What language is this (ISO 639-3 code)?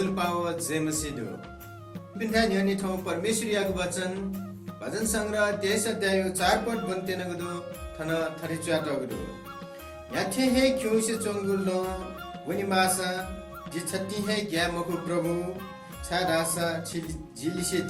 new